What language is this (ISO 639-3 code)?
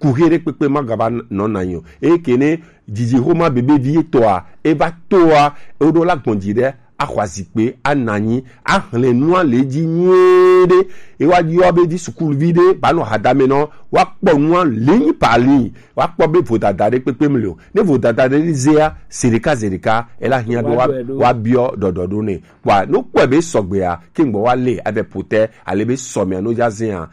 gej